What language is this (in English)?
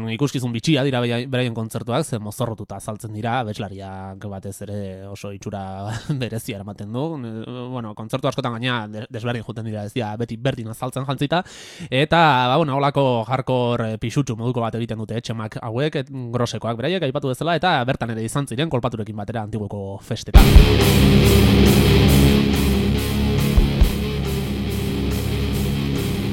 Basque